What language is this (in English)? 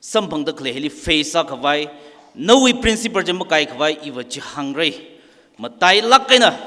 Tangkhul Naga (India)